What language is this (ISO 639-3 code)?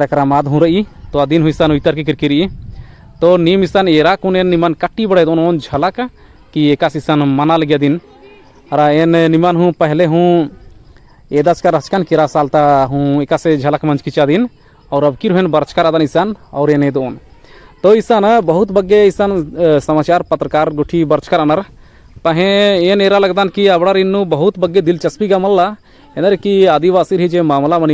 kru